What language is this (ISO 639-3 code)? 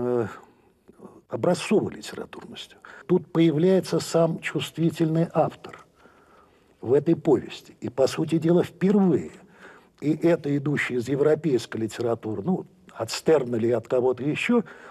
rus